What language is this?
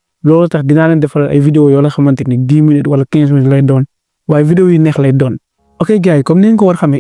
Wolof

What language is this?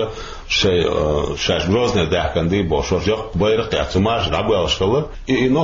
Chechen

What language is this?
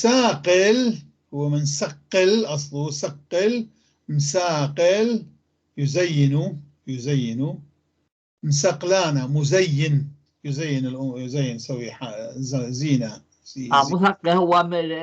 North Levantine Arabic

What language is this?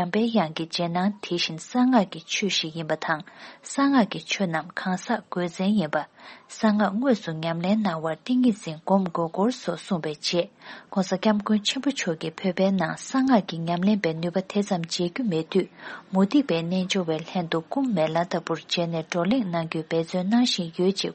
Tibetan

